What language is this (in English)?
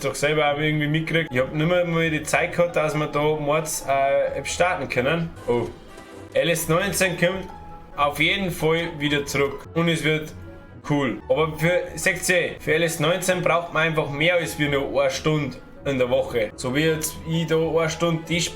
Bavarian